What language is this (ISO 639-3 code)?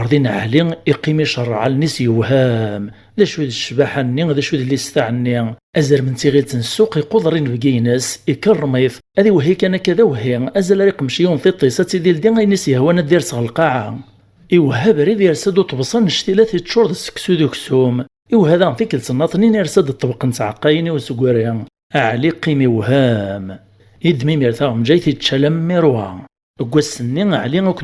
kab